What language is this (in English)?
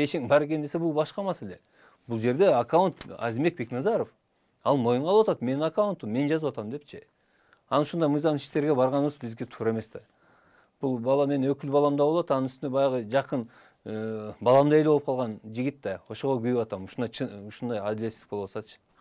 Kyrgyz